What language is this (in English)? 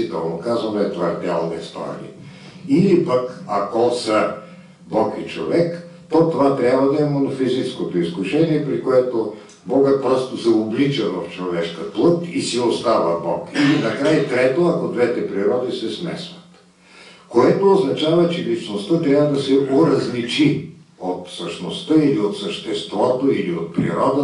Bulgarian